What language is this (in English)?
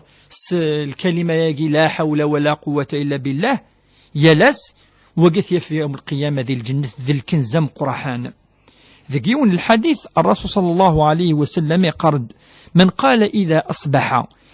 Kabyle